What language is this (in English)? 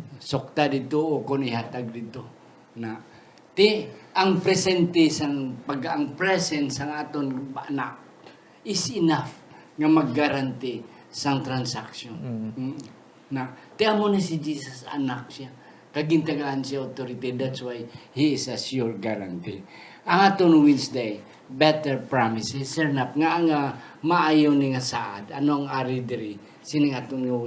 Hiligaynon